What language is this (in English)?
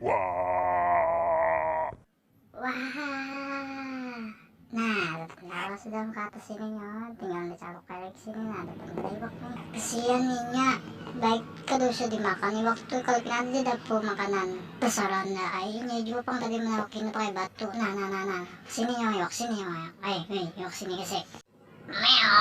Banjar